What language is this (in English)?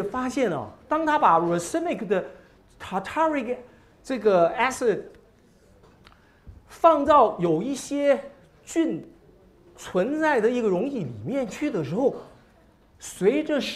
Chinese